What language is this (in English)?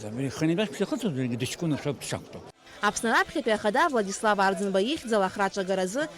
Abkhazian